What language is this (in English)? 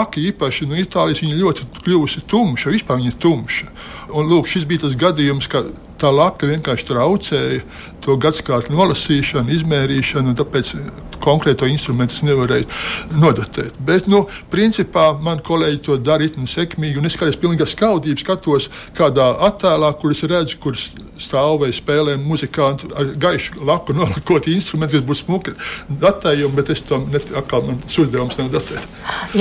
Latvian